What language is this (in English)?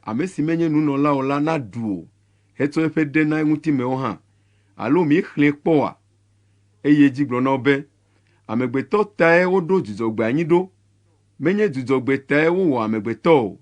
Ewe